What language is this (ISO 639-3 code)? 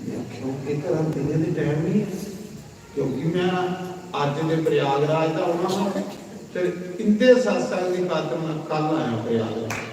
doi